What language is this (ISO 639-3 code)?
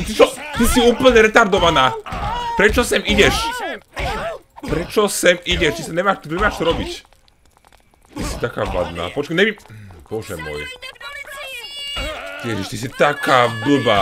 slk